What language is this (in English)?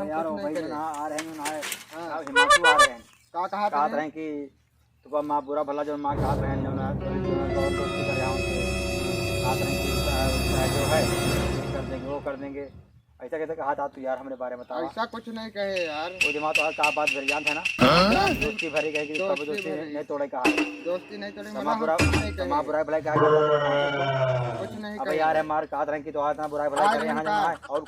Awadhi